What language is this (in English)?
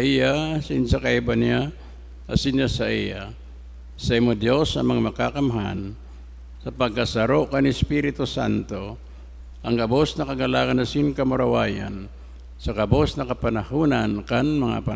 Bikol